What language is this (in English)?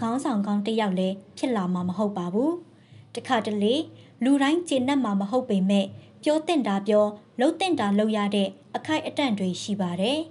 Burmese